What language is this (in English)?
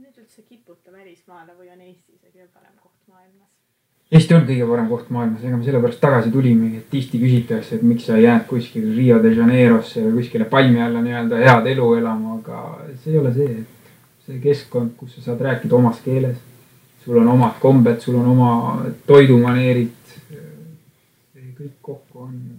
Estonian